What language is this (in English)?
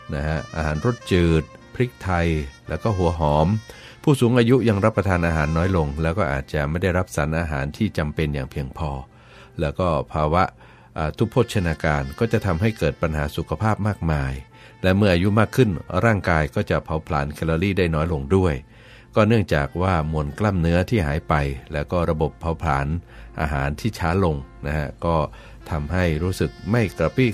Thai